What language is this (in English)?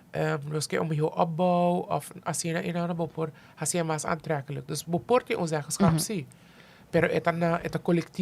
Papiamento